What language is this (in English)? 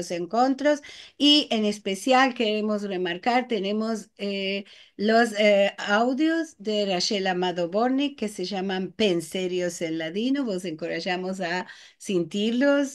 Ladino